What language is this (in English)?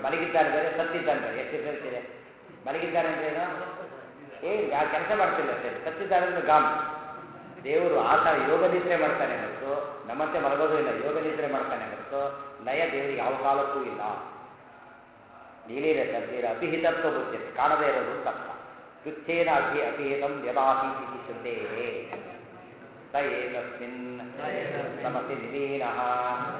Kannada